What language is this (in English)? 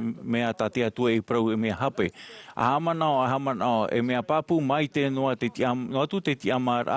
Tahitian